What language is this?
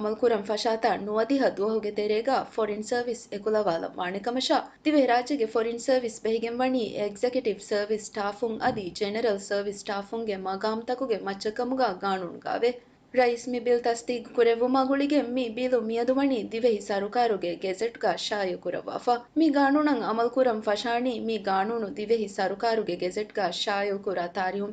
Divehi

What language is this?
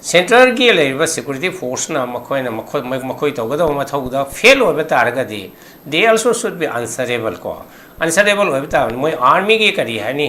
Manipuri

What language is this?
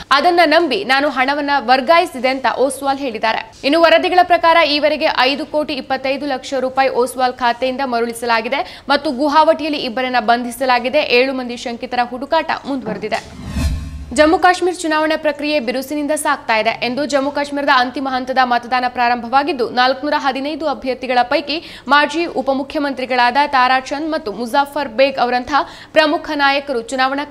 Kannada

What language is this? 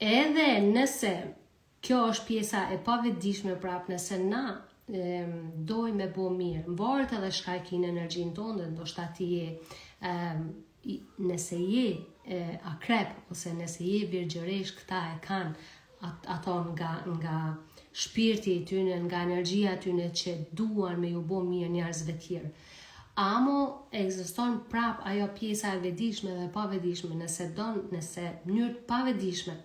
Albanian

